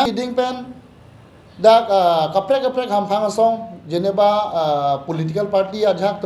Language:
Karbi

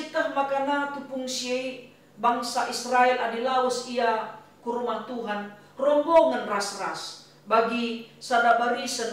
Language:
Batak Karo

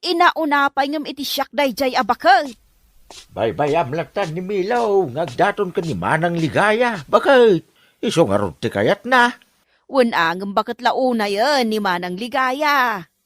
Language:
Iloko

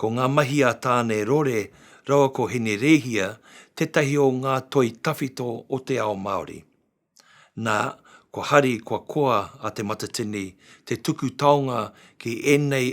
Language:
Māori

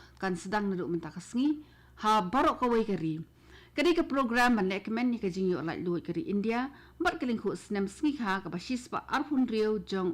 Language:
Khasi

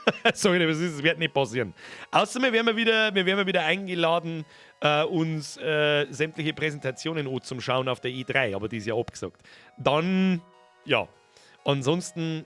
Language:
Bavarian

